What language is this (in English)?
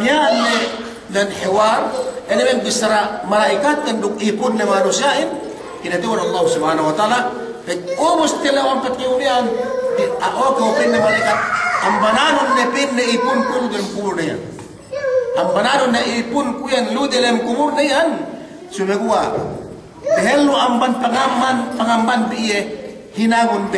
Yakan